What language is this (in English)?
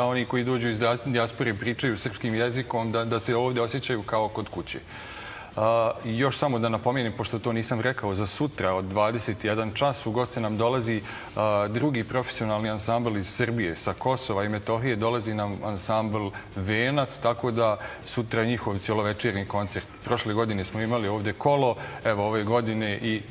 Serbian